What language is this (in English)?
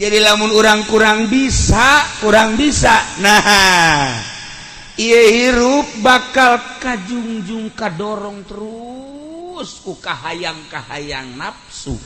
Sundanese